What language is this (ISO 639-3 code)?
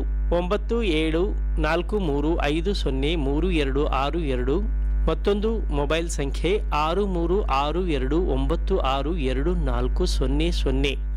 kan